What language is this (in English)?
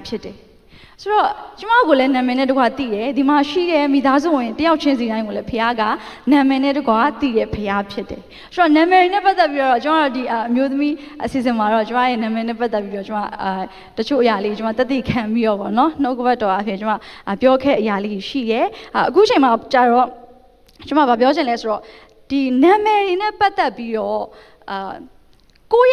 Burmese